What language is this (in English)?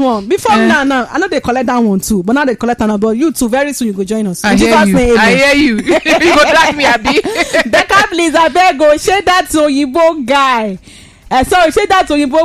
Nigerian Pidgin